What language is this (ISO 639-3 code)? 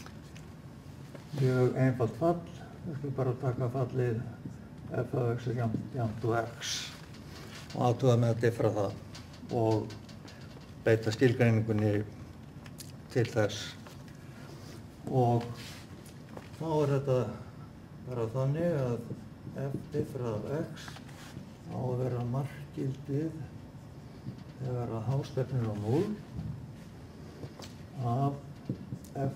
isl